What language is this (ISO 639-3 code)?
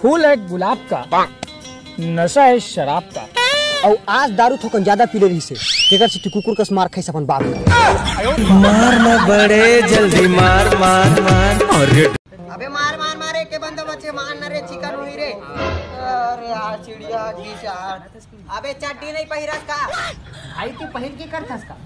hne